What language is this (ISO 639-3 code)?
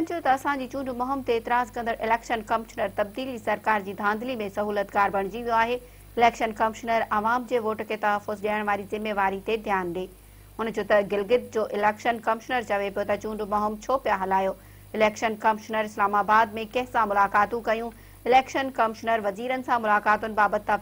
snd